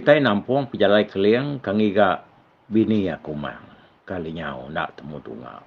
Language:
Iban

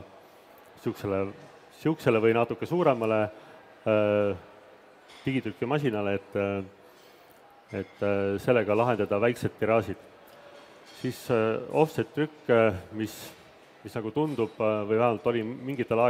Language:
Estonian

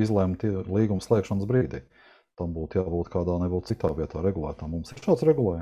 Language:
Latvian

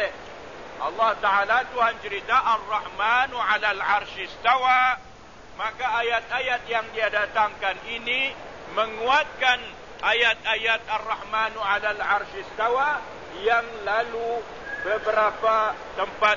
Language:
Malay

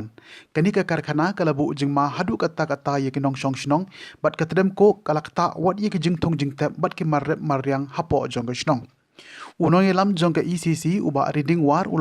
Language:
Khasi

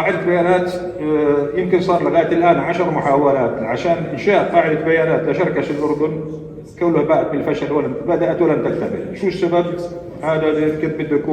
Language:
North Levantine Arabic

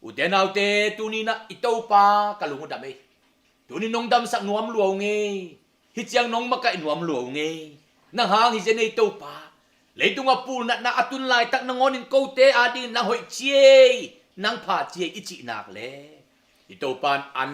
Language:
Tedim Chin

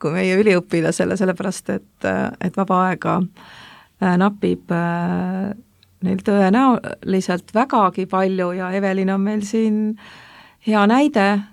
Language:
Estonian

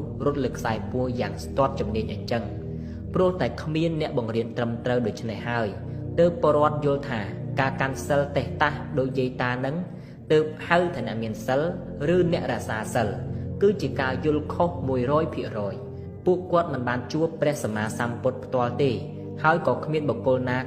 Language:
Khmer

